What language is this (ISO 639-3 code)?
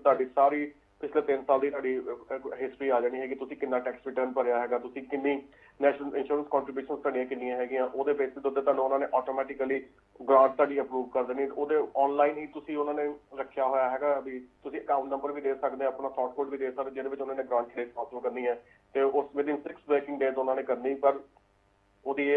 pan